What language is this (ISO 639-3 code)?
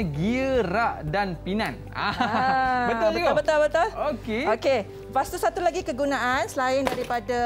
msa